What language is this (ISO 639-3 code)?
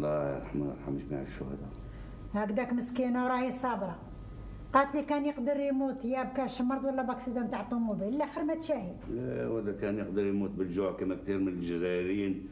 arq